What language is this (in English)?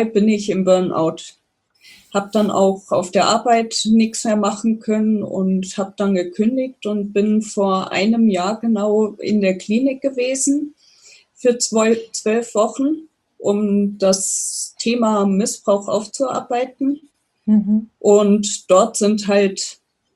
German